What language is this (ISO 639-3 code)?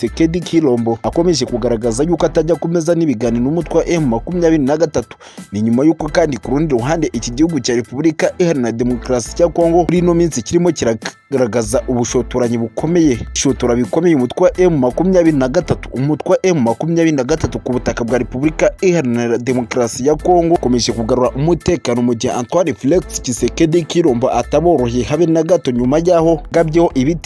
kin